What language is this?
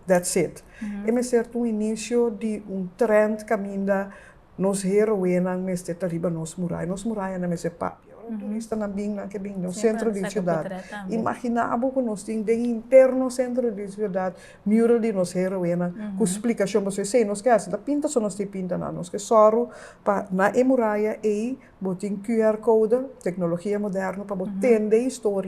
Papiamento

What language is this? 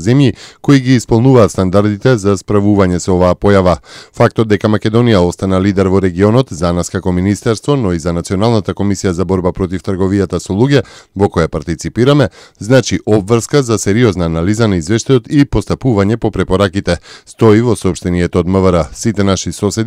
Macedonian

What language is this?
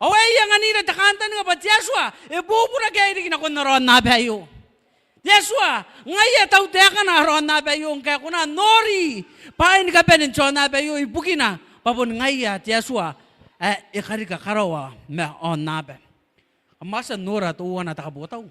Gilbertese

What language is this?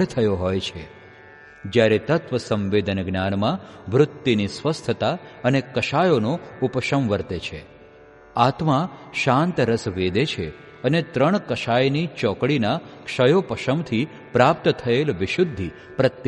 Gujarati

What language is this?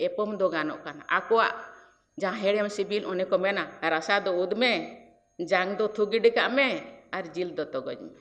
Santali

